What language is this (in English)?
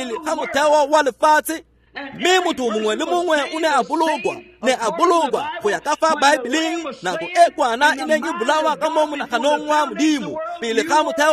Tswana